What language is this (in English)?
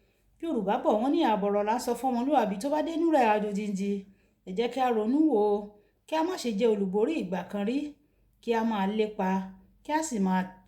Yoruba